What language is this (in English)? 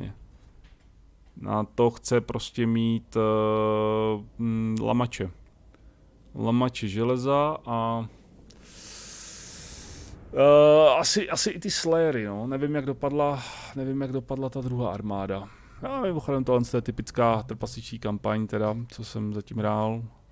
Czech